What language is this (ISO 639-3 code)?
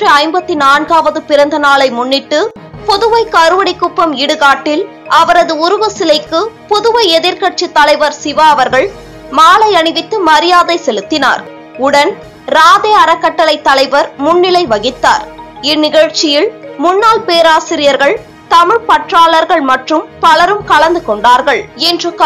tam